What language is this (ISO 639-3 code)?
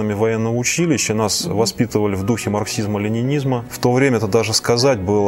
rus